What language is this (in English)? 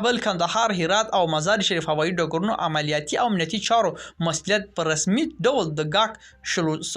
Pashto